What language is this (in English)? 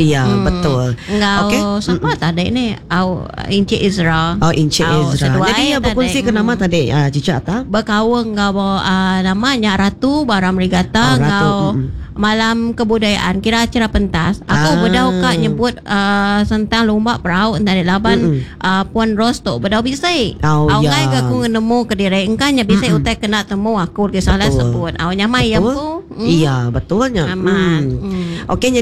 Iban